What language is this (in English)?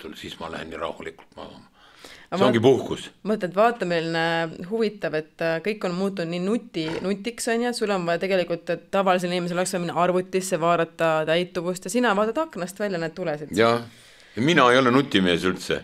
Estonian